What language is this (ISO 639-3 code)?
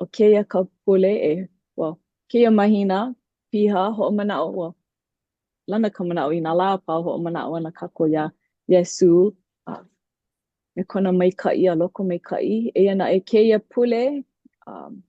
haw